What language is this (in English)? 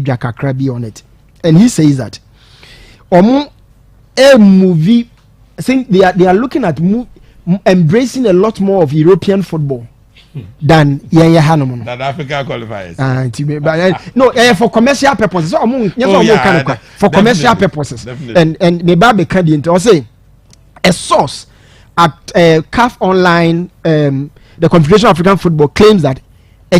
Akan